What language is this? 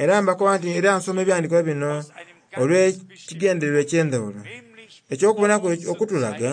Soga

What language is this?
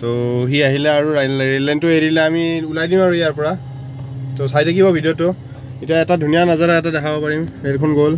Assamese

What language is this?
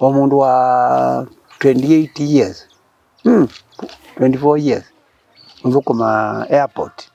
Kamba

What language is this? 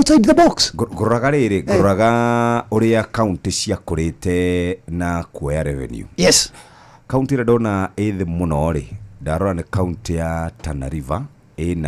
Kikuyu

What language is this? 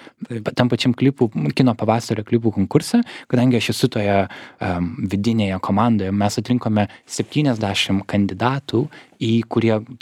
Lithuanian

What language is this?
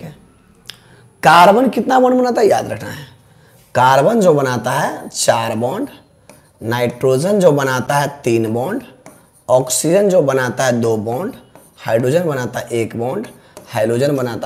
Hindi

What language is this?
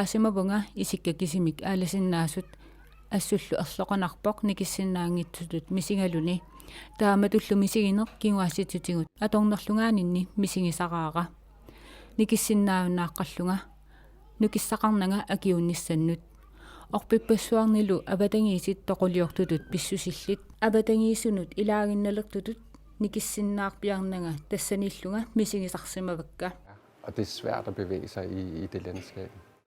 Kalaallisut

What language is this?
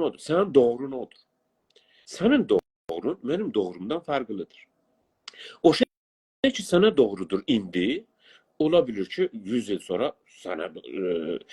South Azerbaijani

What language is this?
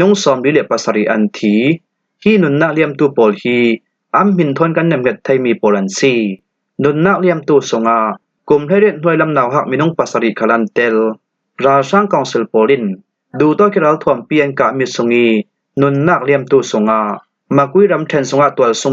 Falam Chin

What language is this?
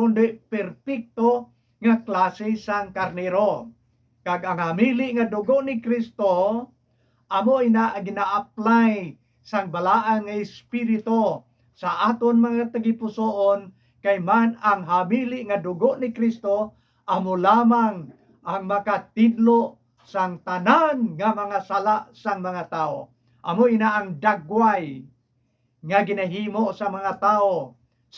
Hiligaynon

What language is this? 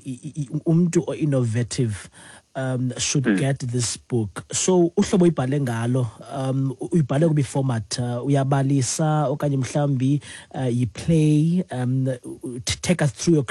Xhosa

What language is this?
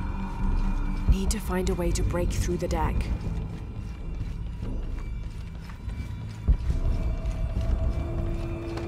English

